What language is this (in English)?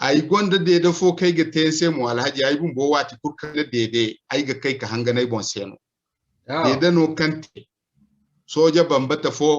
Zarma